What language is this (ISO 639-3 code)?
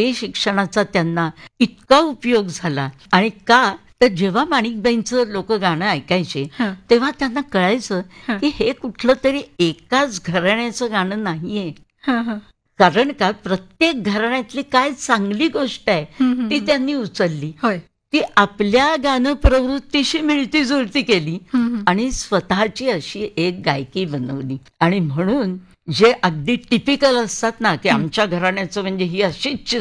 mar